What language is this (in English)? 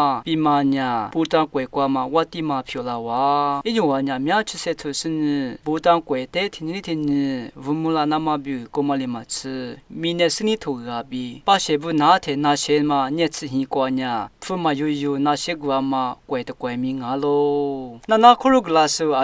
Lisu